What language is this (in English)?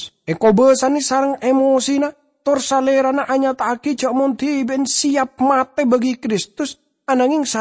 Madurese